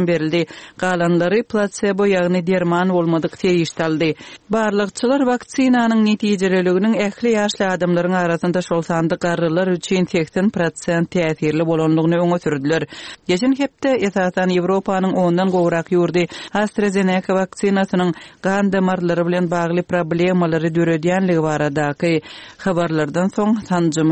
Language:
Turkmen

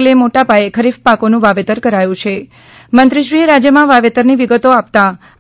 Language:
Gujarati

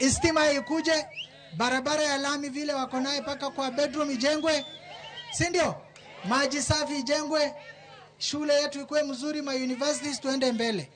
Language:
Luo (Kenya and Tanzania)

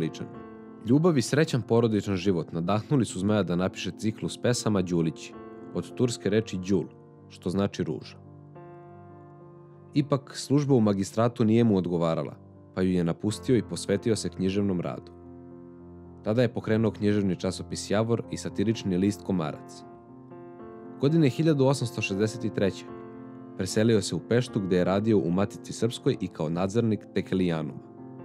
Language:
Serbian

